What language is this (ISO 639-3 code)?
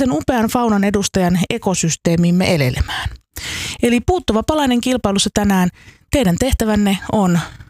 fin